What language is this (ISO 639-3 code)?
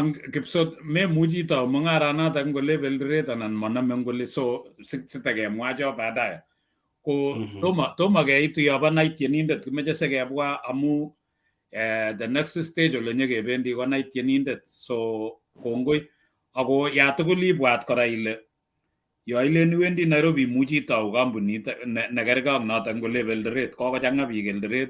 kln